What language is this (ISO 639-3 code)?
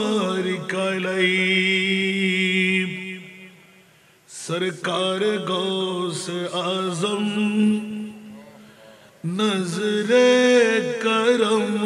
ben